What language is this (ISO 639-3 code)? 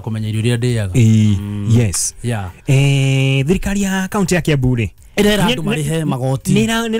kik